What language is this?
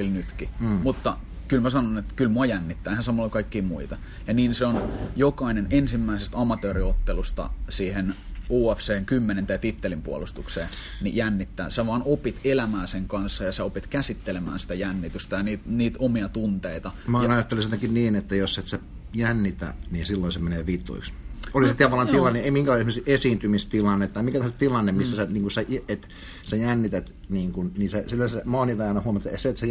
Finnish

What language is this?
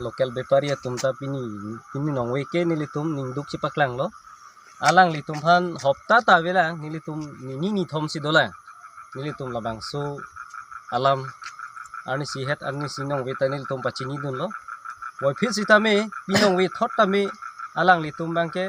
Karbi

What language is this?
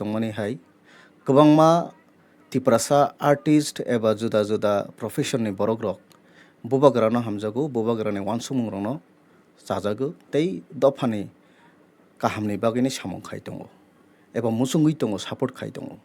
Kok Borok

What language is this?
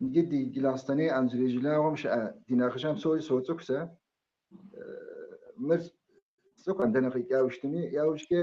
Kabardian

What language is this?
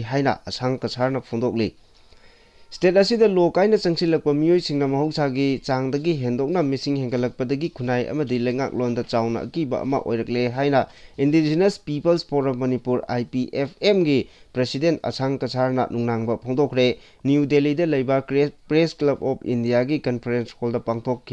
Manipuri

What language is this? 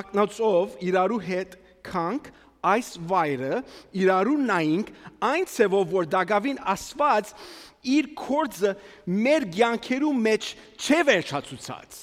Armenian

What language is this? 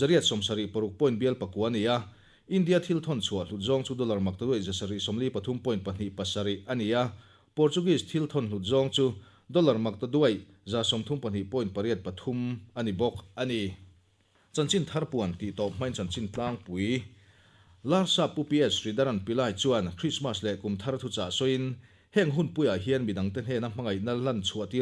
Mizo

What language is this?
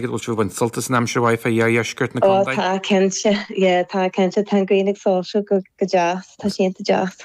Irish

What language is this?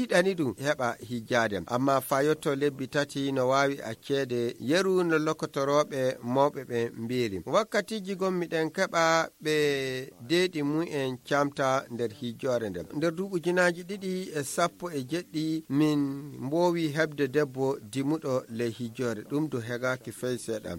Nigerian Fulfulde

